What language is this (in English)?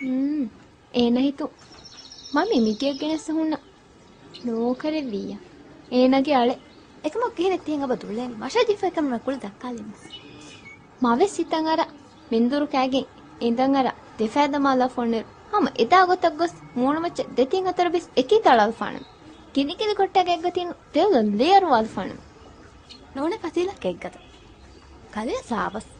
Divehi